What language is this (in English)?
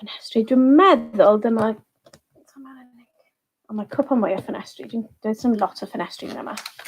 Welsh